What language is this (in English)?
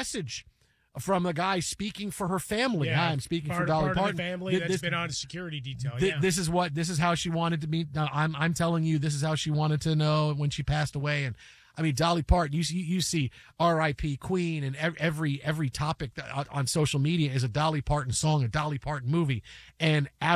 English